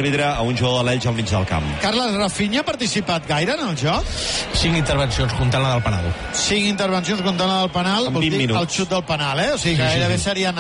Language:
Catalan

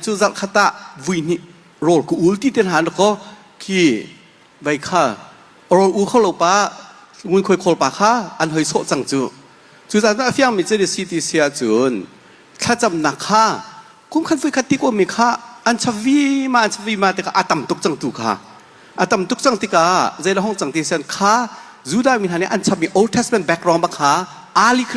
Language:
Hakha Chin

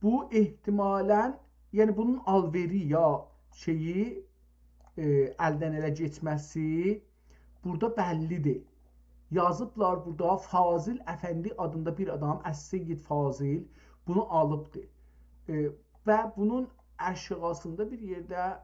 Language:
South Azerbaijani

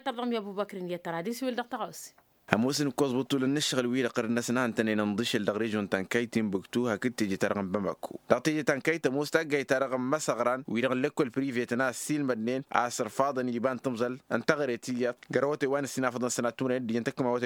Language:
Tamasheq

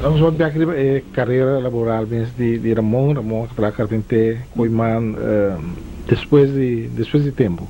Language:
Papiamento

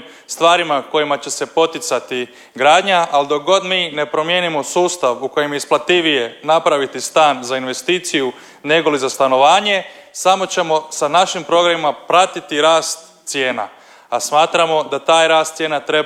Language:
Croatian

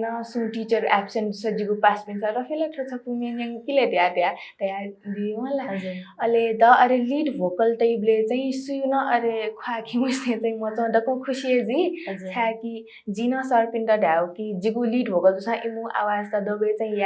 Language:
Newari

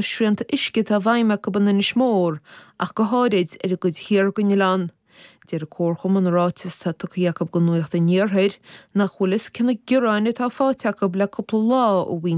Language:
Irish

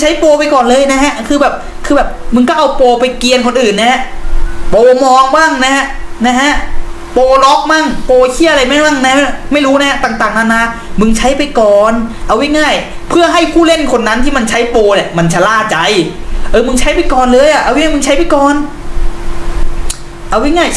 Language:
Thai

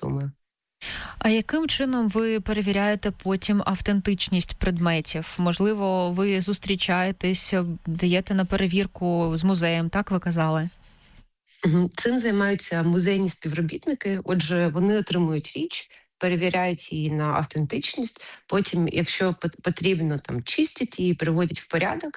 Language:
Ukrainian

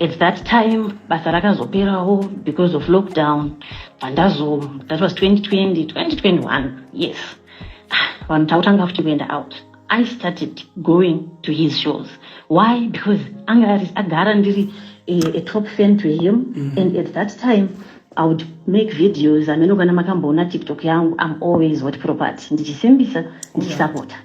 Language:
Shona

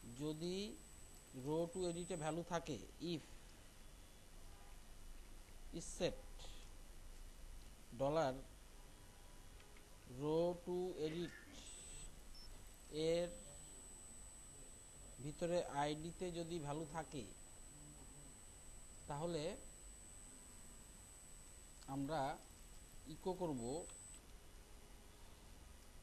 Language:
Bangla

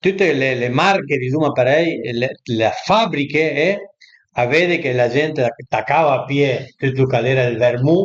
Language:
Piedmontese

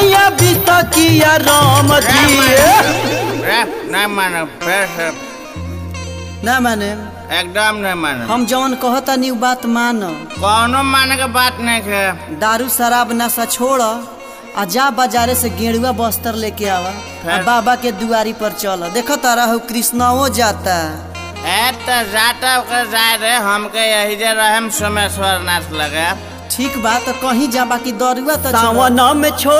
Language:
Bhojpuri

